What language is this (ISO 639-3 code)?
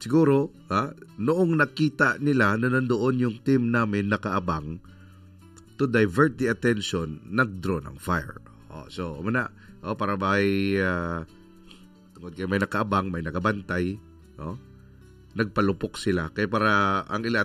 hil